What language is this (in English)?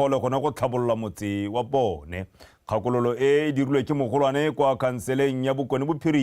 Tswana